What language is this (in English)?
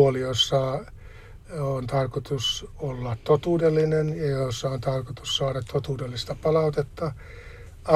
Finnish